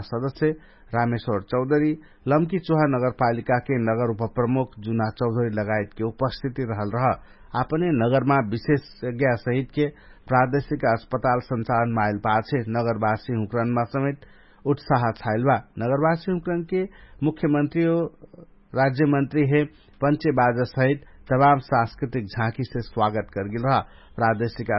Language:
Dangaura Tharu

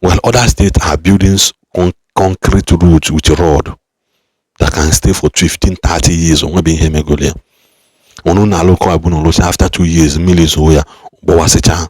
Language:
Igbo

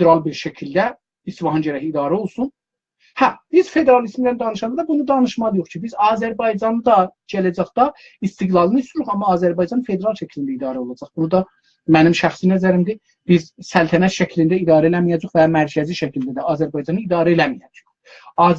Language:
South Azerbaijani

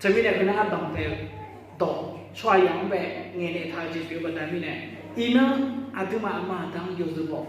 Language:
Akha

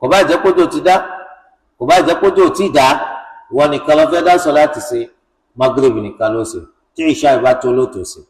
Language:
Yoruba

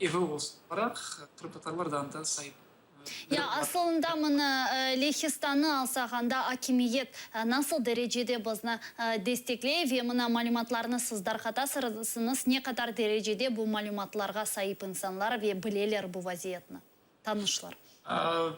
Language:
Crimean Tatar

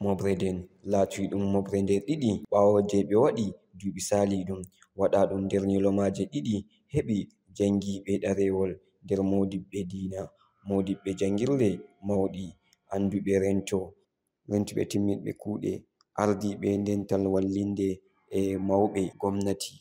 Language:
Fula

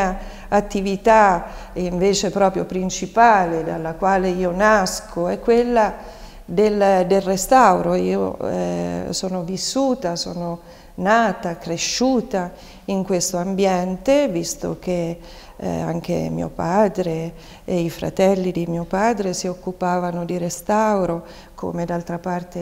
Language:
Italian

